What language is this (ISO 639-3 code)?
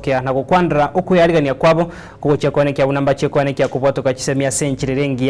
guz